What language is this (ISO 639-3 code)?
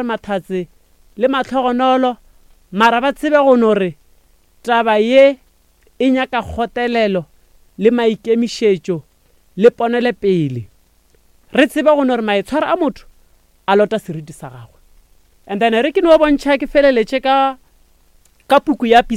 nso